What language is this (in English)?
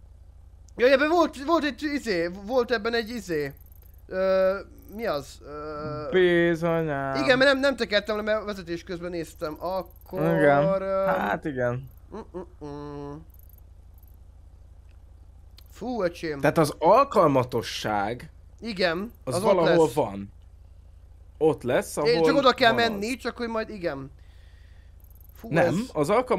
Hungarian